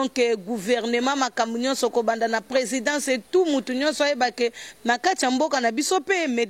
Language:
Lingala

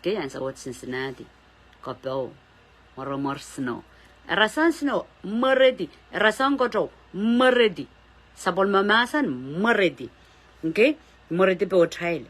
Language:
Pohnpeian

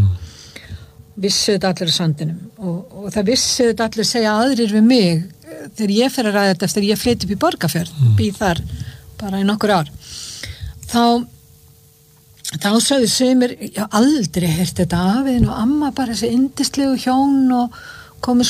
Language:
Icelandic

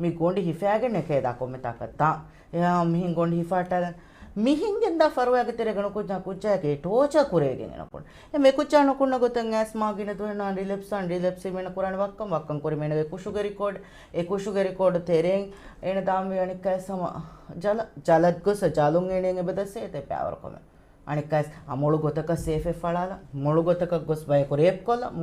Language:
Divehi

